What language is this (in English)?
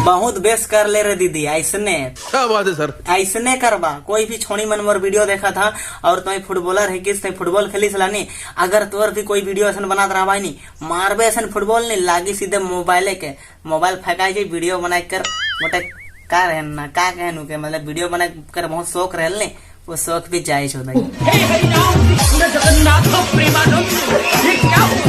Sadri